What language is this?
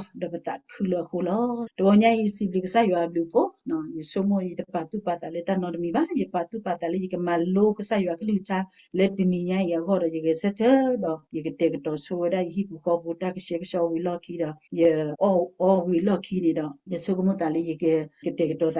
S'gaw Karen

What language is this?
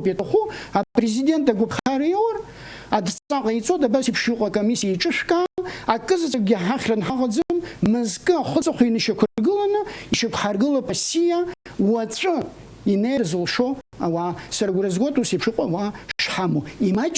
Abkhazian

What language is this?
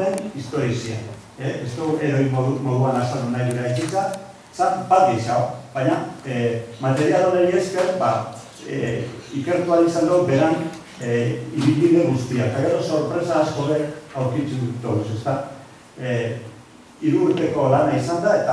Basque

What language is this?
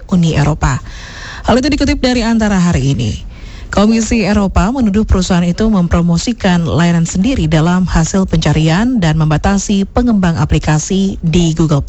Indonesian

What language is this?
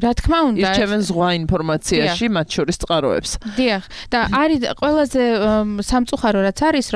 Georgian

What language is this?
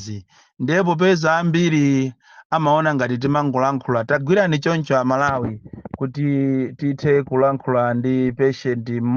Nyanja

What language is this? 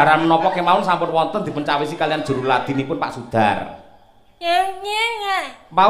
Javanese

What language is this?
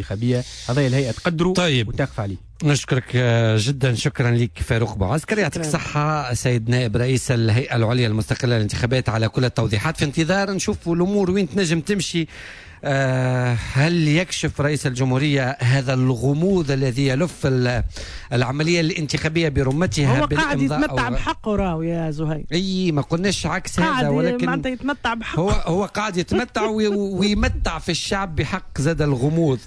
Tunisian Arabic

